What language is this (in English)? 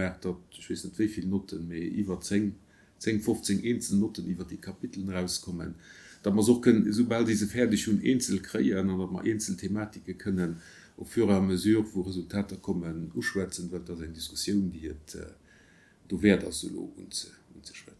Luxembourgish